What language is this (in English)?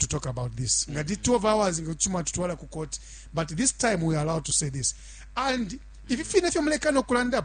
Bemba